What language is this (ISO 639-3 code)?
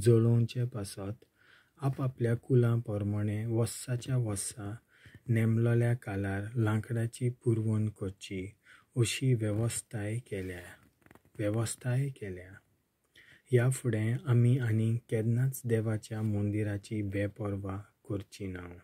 kok